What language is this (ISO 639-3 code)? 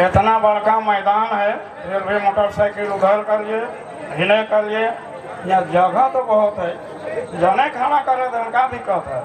sck